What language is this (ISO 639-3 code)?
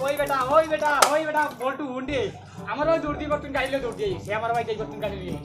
syl